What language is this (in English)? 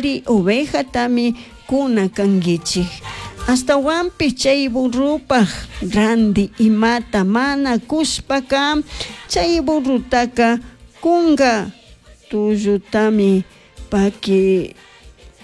Chimborazo Highland Quichua